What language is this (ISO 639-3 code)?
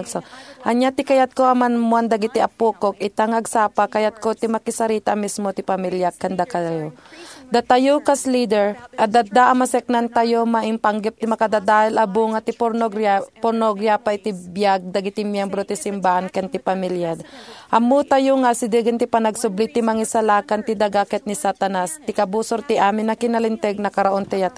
ilo